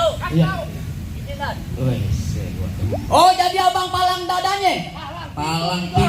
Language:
Betawi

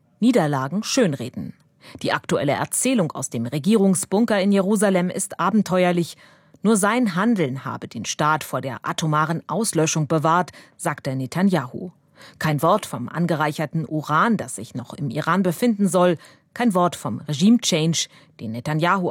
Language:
German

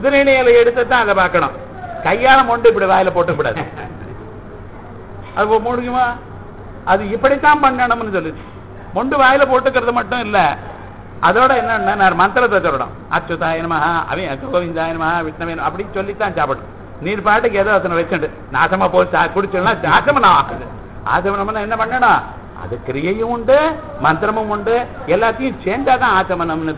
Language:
Tamil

